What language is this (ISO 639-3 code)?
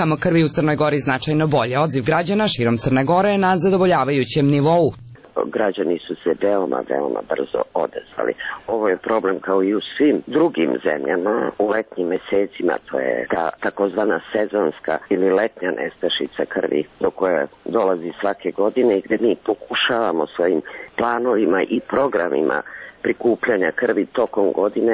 srp